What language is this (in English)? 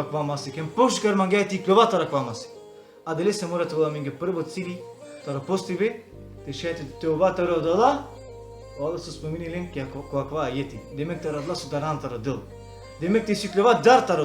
Balkan Romani